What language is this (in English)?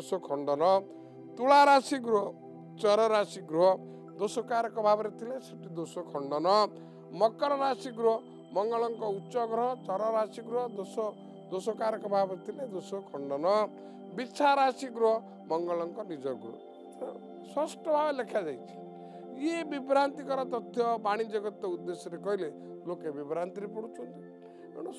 Odia